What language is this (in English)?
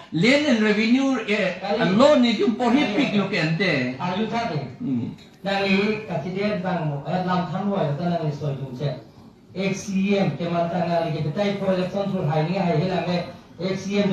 Karbi